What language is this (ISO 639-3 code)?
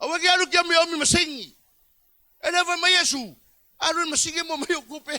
smo